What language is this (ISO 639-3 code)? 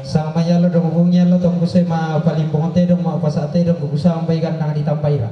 sda